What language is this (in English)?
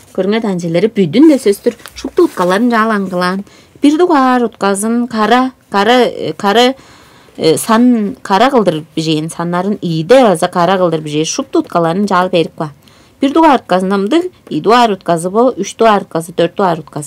Tuvinian